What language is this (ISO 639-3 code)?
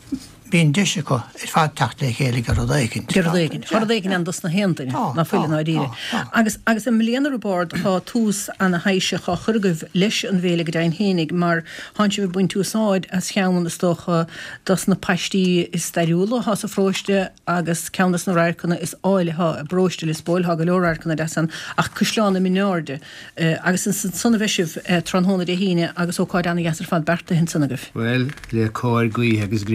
gle